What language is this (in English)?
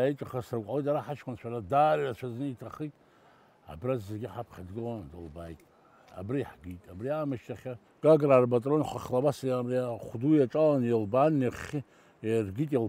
Abkhazian